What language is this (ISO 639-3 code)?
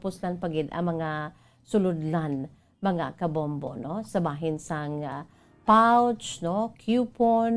hil